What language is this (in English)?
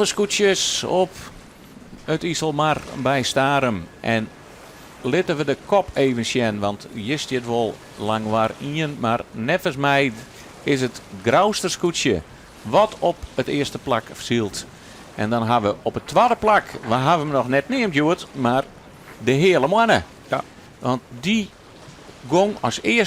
Western Frisian